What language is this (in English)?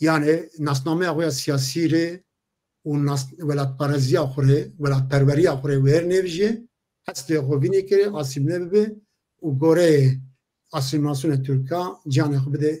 Zaza